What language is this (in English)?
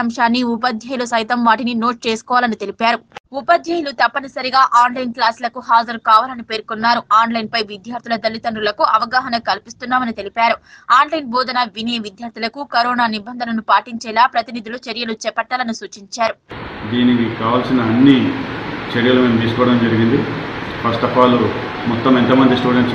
Telugu